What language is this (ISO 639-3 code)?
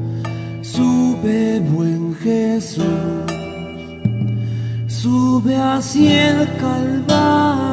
spa